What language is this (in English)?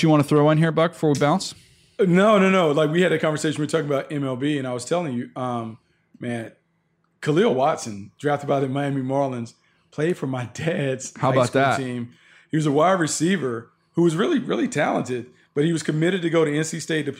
English